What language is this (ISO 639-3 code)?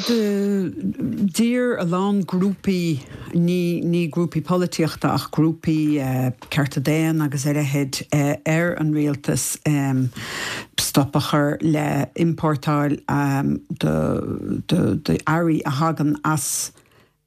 gle